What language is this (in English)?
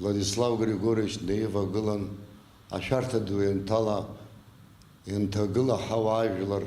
Abkhazian